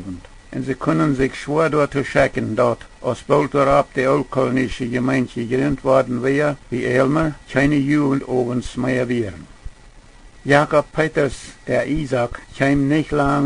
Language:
Plautdietsch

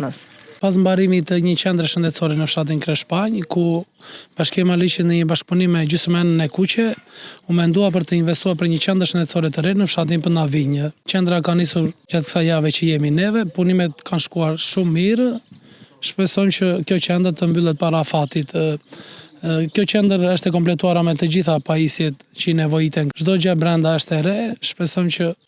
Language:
Albanian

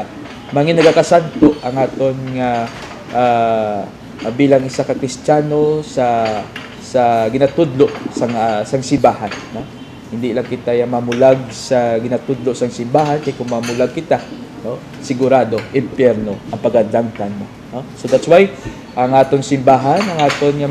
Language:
Hiligaynon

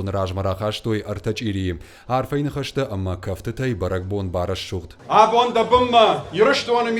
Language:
Ossetic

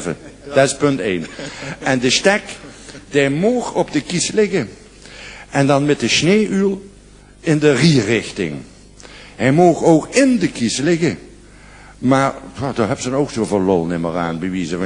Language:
Limburgish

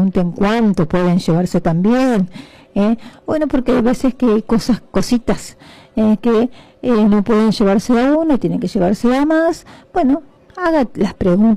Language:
Spanish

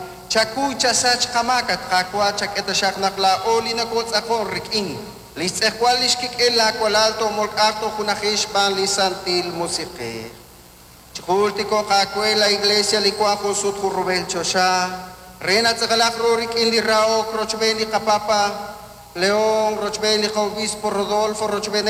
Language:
Kekchí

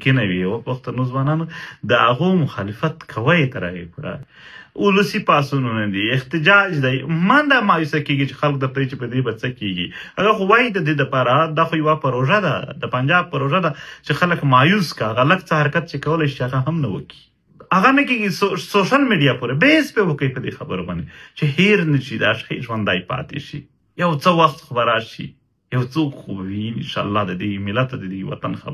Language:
Pashto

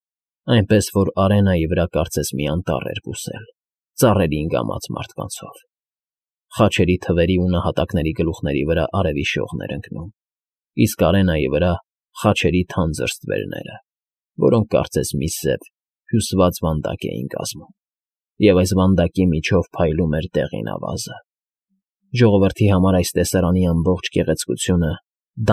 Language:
Armenian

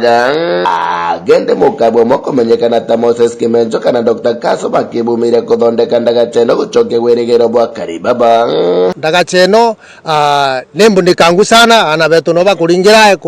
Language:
Meru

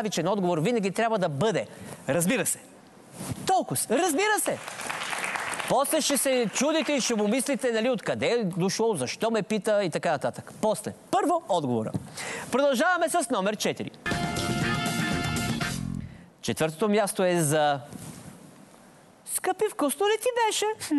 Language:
Bulgarian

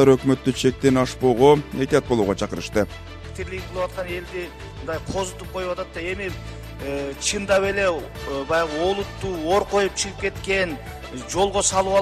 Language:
Kyrgyz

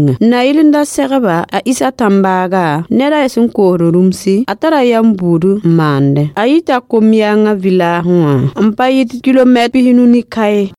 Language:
Mossi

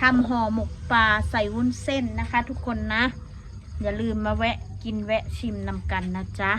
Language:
Northeastern Thai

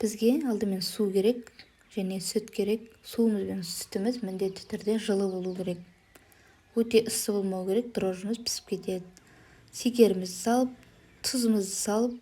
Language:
Kazakh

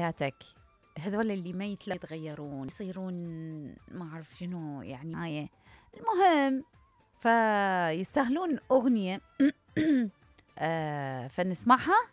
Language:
Mesopotamian Arabic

